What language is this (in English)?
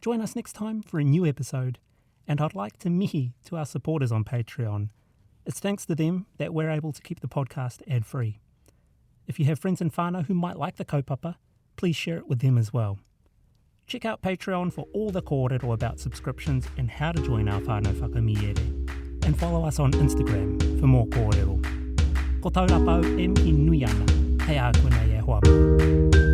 Māori